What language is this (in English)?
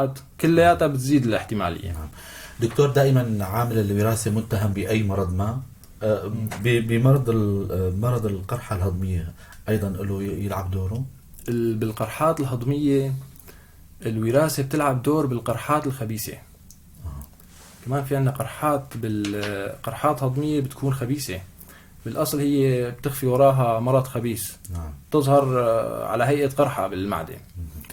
North Levantine Arabic